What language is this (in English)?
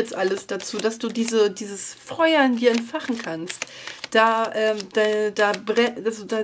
German